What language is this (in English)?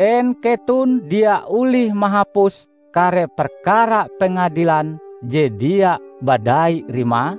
Ngaju